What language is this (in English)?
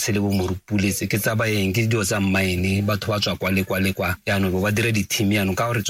Tswana